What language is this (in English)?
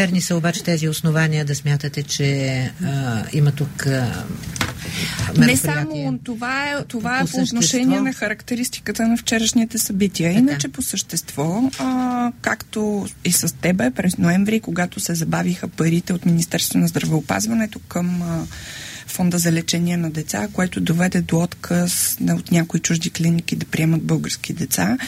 Bulgarian